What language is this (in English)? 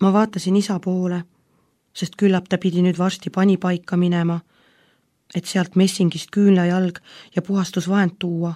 Estonian